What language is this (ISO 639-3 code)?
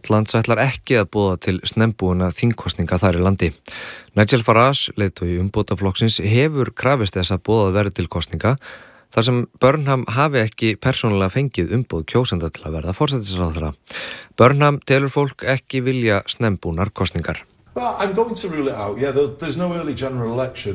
isl